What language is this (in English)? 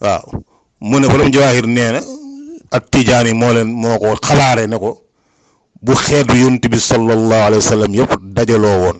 Wolof